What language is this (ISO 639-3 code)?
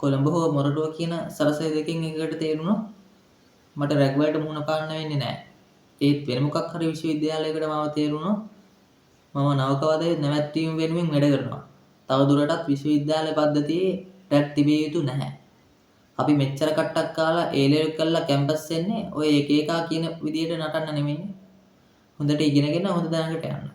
sin